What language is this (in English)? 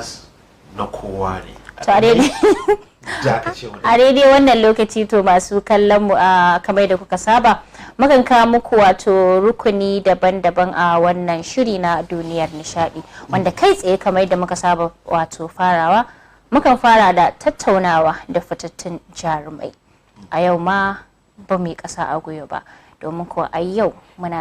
Hausa